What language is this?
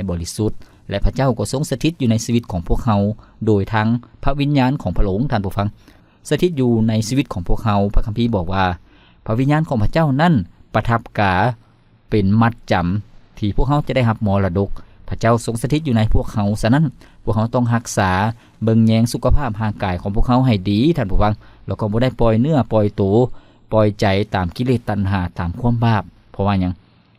Lao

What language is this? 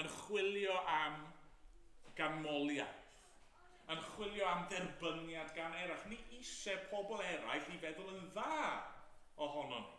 Welsh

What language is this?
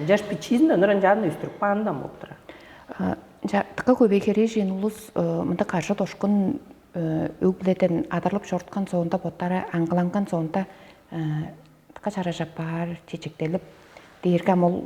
Tuvinian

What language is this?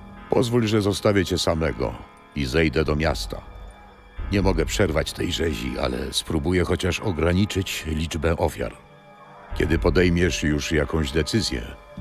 Polish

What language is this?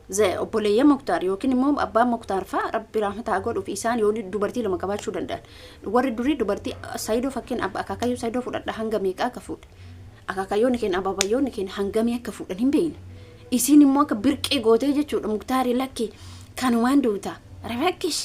Oromo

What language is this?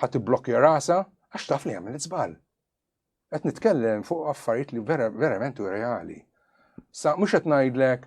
Maltese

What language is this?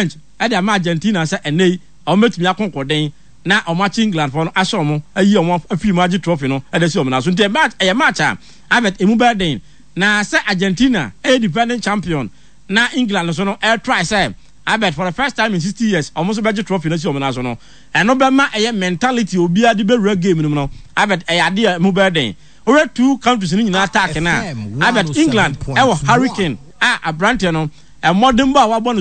Akan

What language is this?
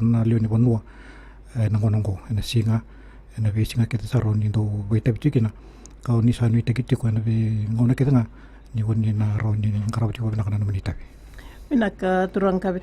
Fijian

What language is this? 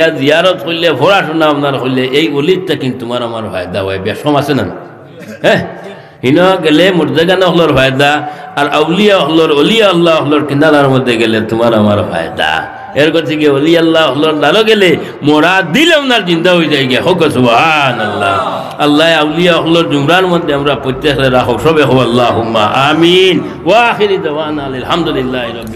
Sylheti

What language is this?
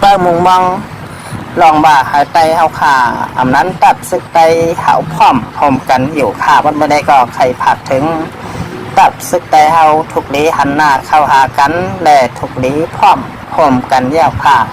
Shan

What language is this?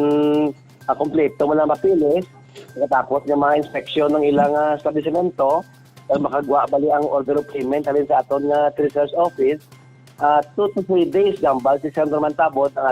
Hiligaynon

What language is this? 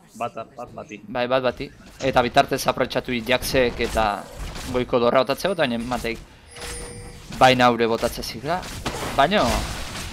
Basque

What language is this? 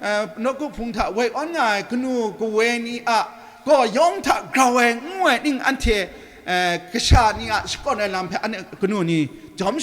Kachin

